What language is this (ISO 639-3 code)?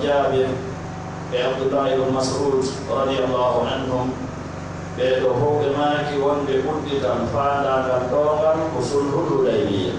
fuf